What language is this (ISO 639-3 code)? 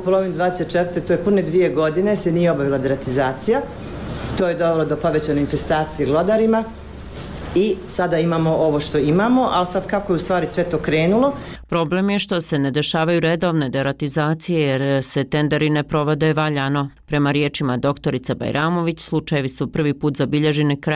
bos